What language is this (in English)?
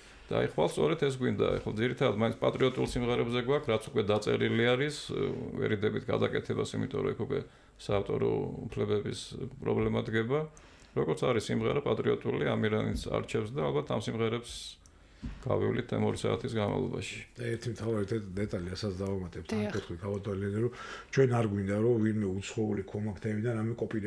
Georgian